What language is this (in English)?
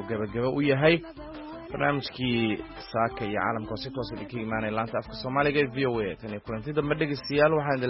Somali